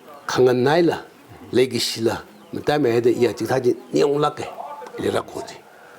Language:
Tangkhul Naga (India)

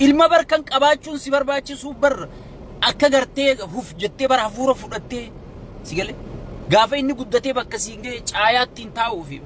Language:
Oromo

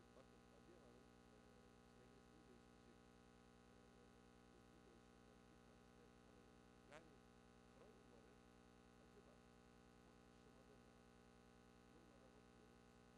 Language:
Turkish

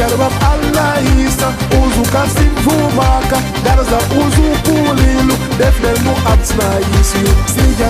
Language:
Tabassaran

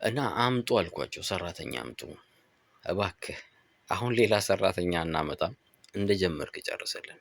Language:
Amharic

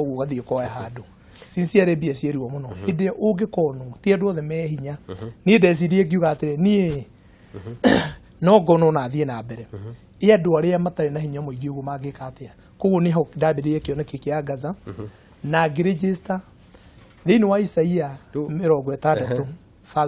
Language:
Kikuyu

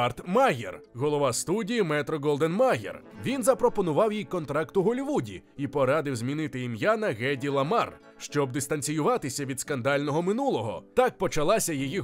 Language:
Ukrainian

